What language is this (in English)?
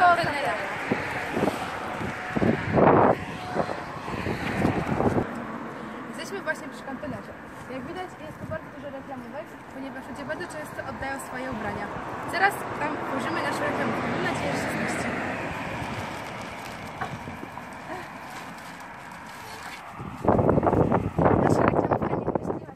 Polish